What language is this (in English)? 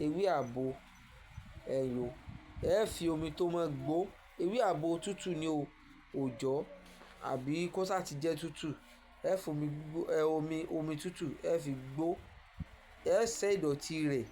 Yoruba